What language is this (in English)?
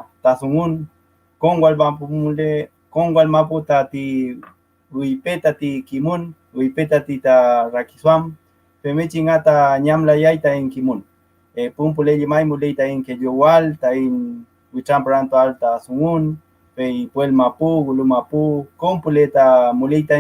Mapuche